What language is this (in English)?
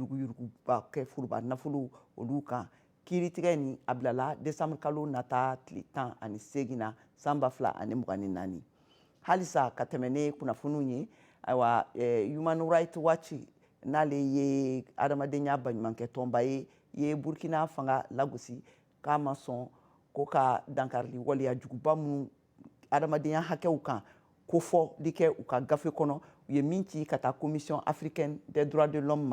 Bambara